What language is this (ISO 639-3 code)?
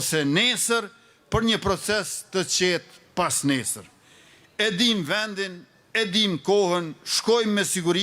sqi